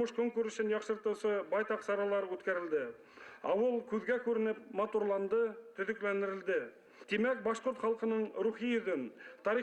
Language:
Bashkir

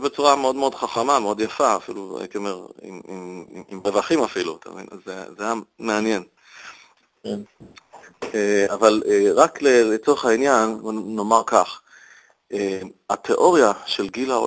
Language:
Hebrew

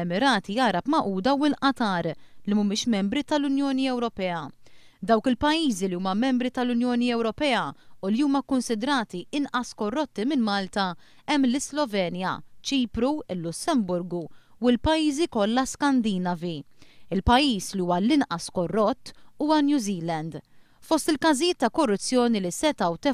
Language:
Maltese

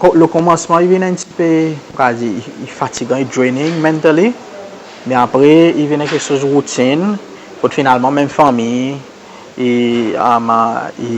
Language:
Seselwa Creole French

